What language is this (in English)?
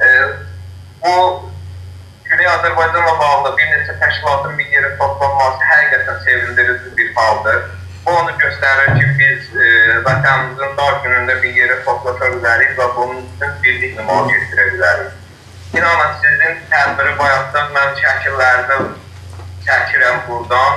South Azerbaijani